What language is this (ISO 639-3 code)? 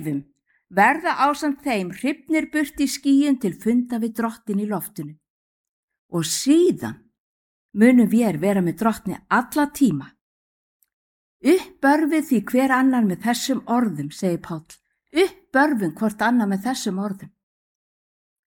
isl